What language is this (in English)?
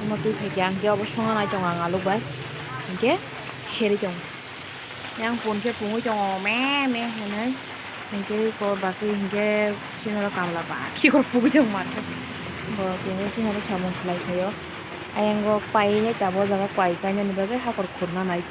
Kok Borok